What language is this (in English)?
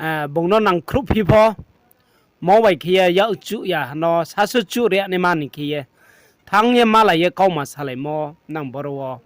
Riang (India)